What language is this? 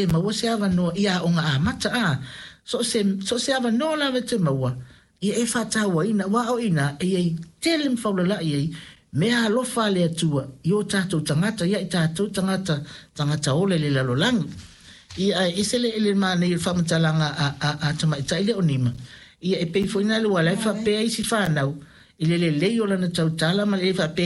Samoan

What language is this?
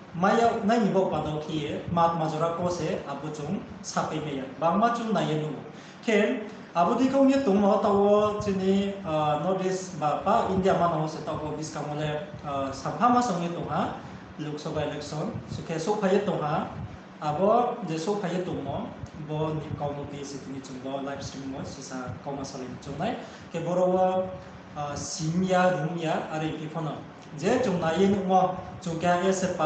Riang (India)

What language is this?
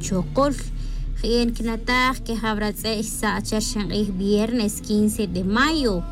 Tz'utujil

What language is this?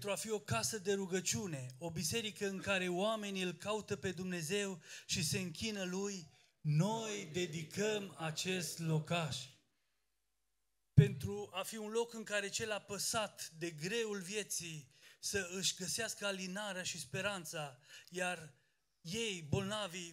Romanian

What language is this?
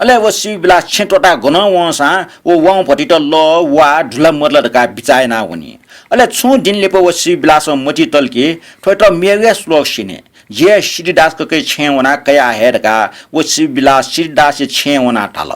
Newari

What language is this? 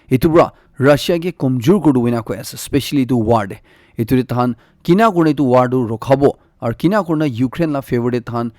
Naga Pidgin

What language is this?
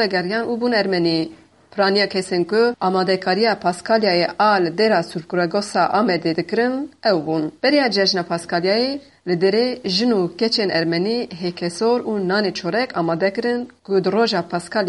Kurdish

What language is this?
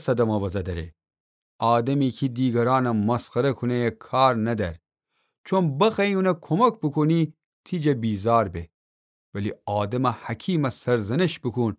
Gilaki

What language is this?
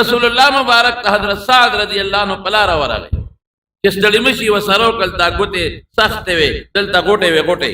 Pashto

